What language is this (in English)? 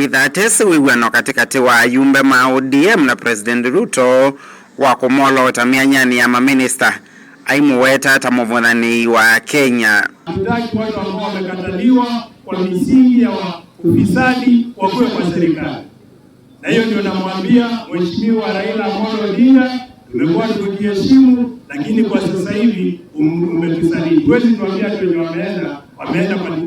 Kamba